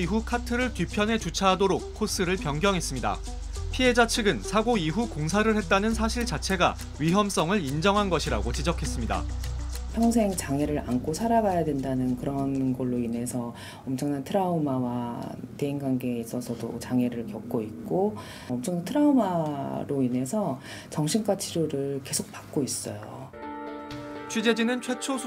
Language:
Korean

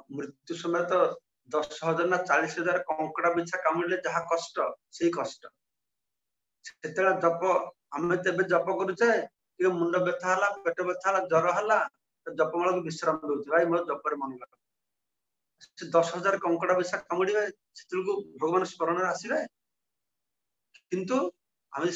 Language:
Odia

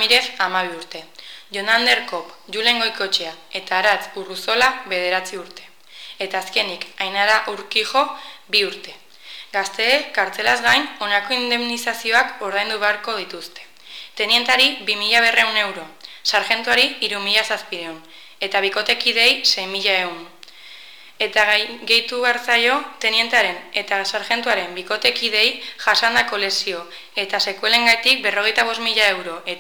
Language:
Basque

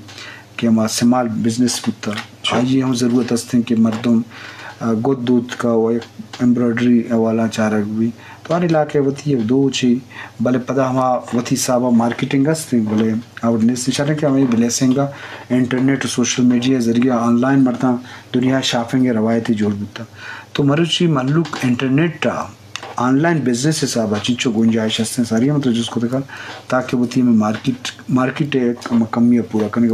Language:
Eastern Balochi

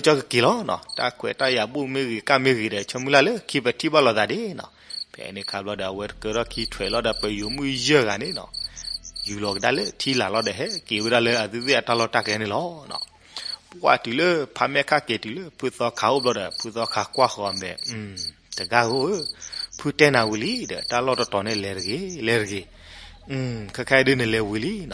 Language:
S'gaw Karen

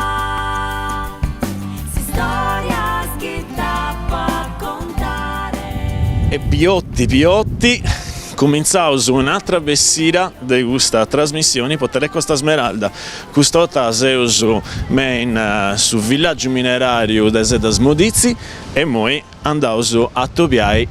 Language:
Sardinian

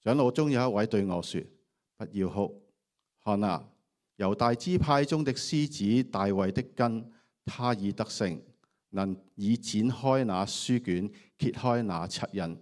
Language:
Cantonese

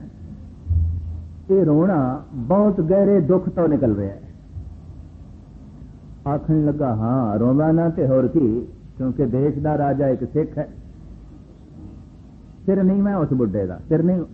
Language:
Punjabi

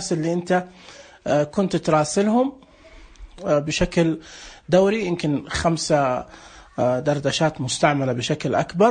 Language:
Najdi Arabic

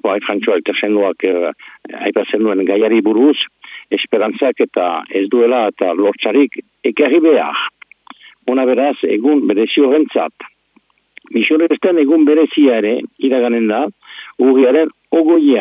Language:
Basque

